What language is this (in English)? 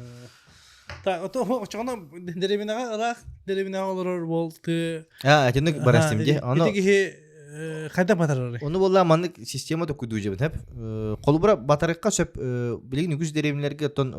Yakut